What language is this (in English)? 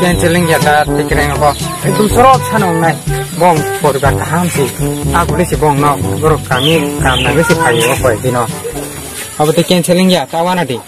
Kok Borok